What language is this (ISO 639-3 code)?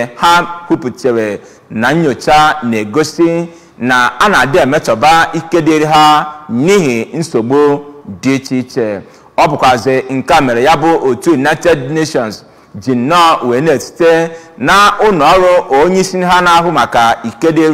ibo